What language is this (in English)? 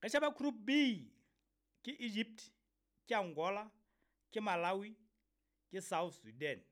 Southern Sotho